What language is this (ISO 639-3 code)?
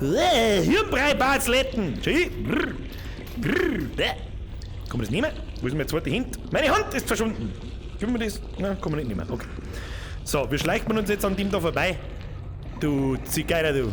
bar